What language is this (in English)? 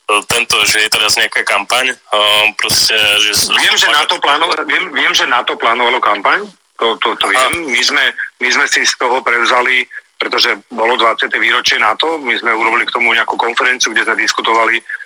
Slovak